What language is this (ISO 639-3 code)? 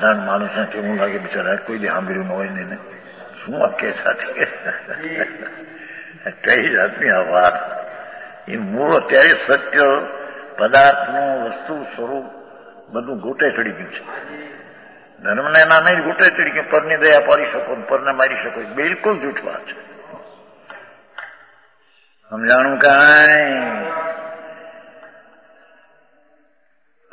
guj